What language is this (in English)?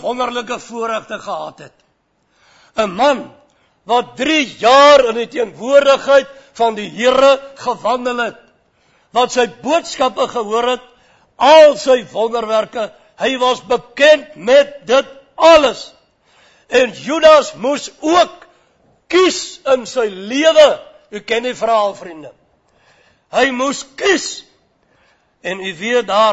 Afrikaans